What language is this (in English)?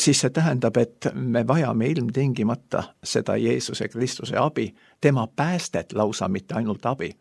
Estonian